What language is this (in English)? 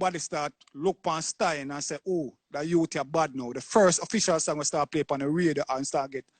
Jamaican Creole English